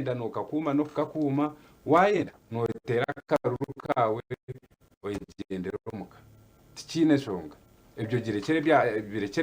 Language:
Nyankole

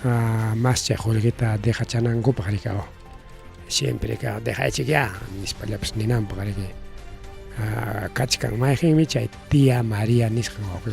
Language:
Ayacucho Quechua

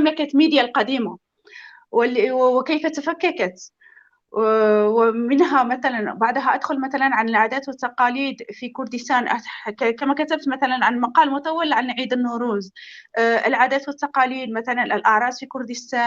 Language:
North Levantine Arabic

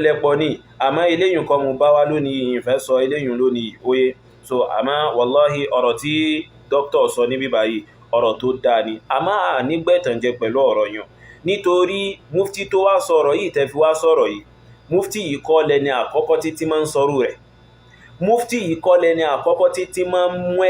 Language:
Yoruba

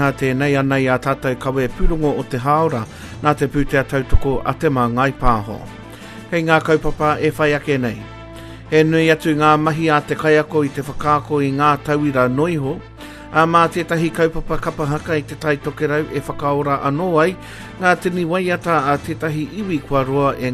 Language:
Māori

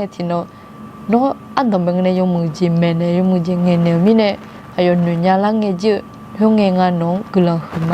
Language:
Akha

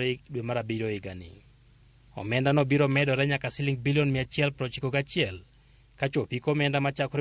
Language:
Luo (Kenya and Tanzania)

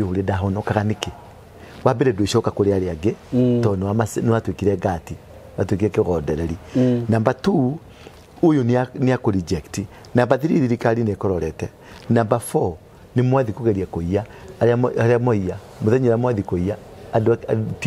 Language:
Kikuyu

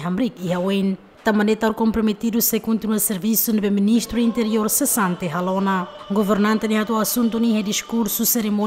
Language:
Tetum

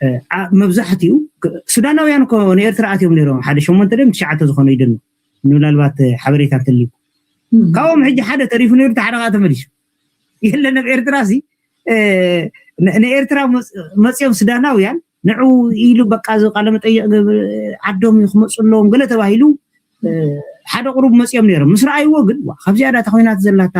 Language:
Tigrinya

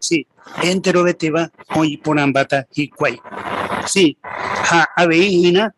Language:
Guarani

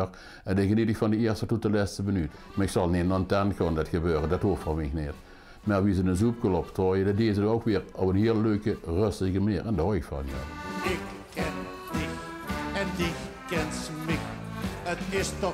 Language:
Limburgish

